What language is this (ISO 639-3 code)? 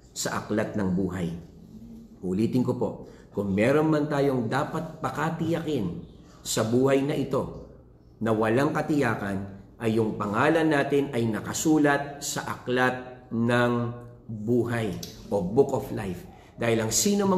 fil